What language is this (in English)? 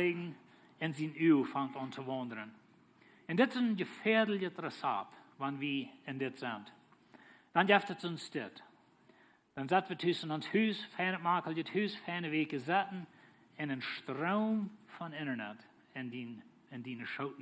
Plautdietsch